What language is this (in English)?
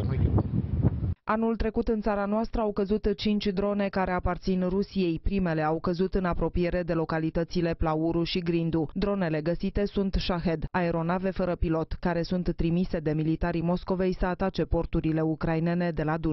Romanian